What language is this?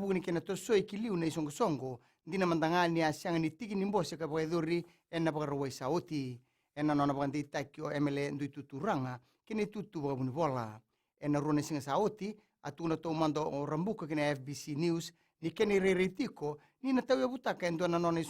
Fijian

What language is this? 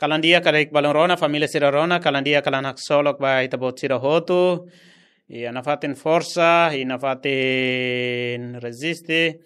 Tetum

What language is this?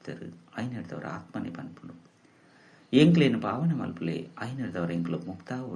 Tulu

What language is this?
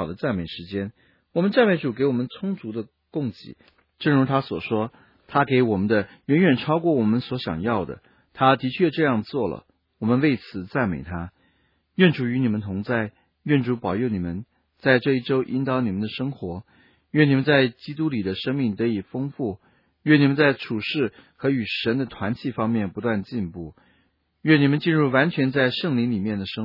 Chinese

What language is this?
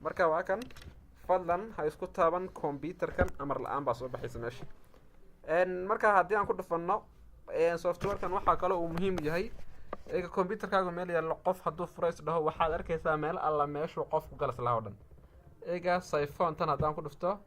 Somali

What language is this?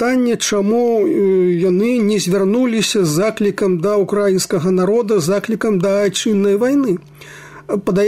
Belarusian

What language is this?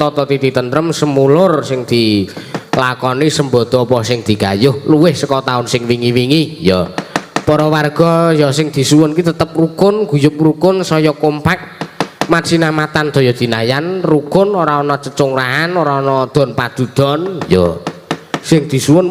Javanese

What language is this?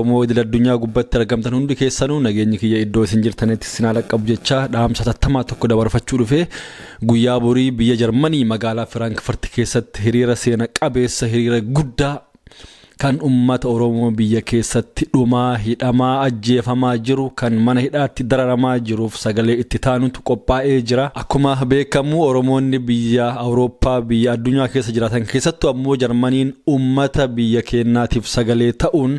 Oromo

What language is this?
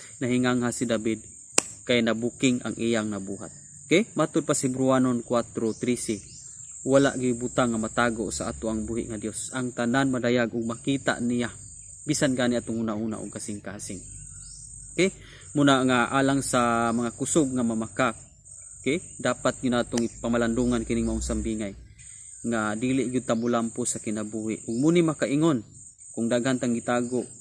Cebuano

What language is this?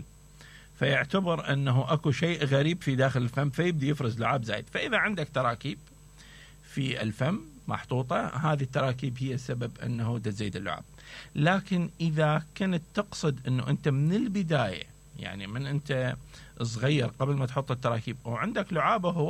Mesopotamian Arabic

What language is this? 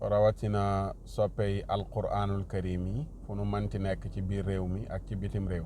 Wolof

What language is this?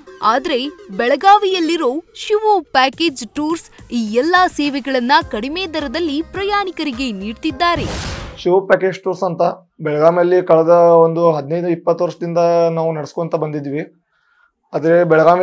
Kannada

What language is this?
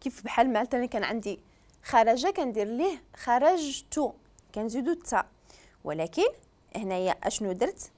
Moroccan Arabic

